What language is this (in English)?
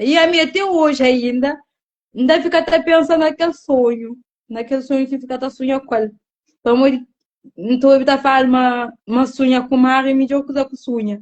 Kabuverdianu